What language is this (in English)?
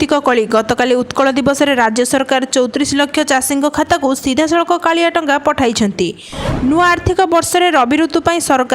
Odia